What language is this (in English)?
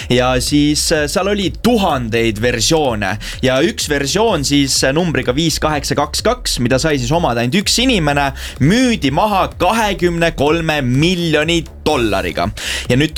Estonian